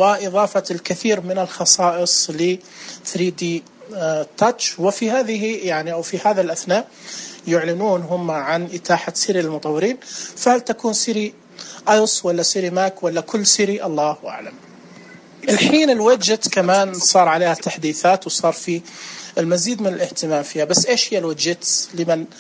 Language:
Najdi Arabic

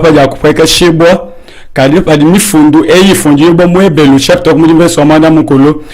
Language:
Luba-Lulua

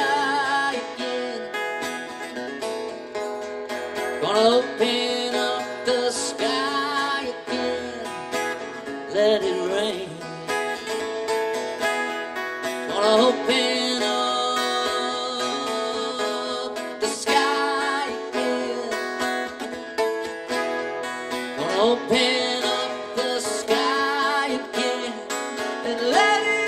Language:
English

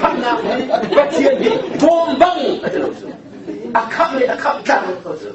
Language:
Hakha Chin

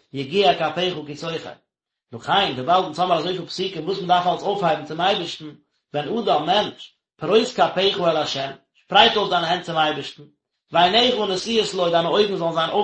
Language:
Yiddish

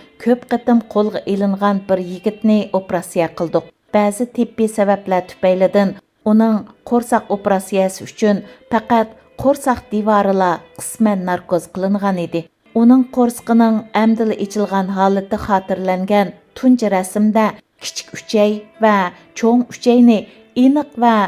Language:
Uyghur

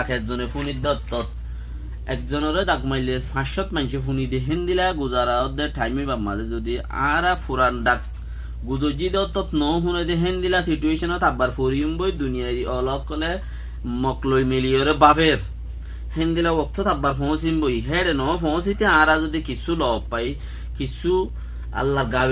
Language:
Rohingya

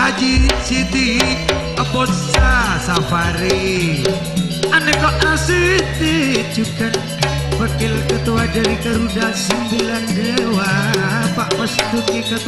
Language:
Madurese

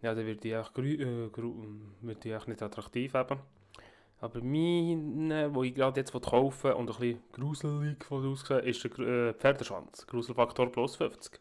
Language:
Swiss German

